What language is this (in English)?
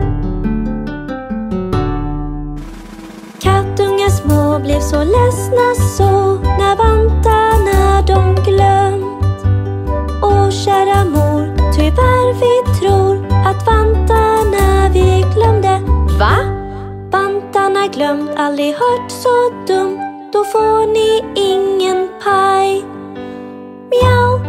Swedish